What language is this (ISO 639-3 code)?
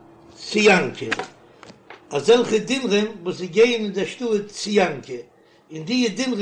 yid